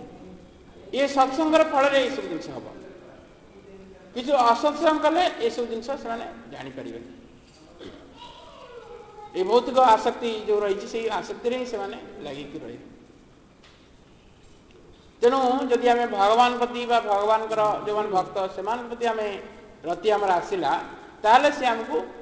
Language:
Odia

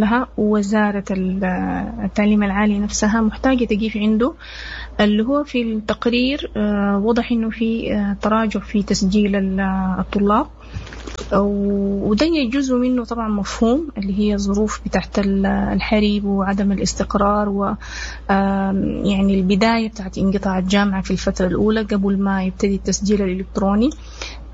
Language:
Sudanese Arabic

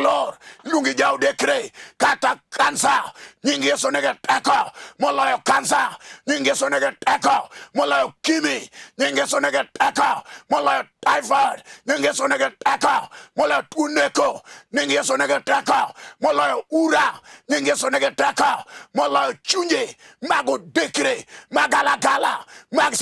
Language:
Luo (Kenya and Tanzania)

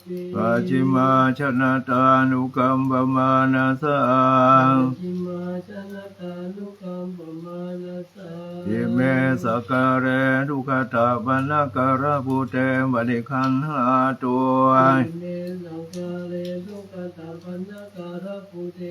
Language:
Pali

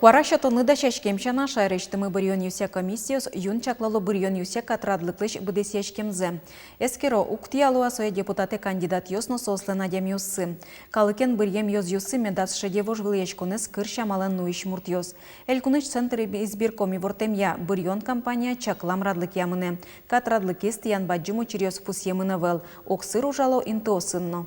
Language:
Udmurt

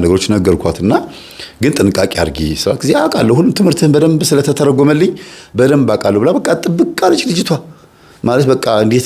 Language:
Amharic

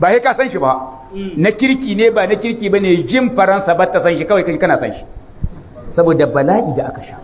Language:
Hausa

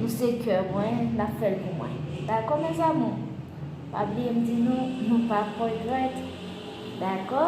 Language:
Haitian Creole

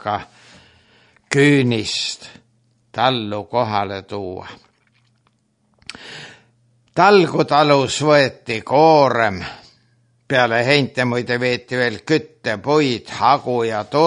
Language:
Estonian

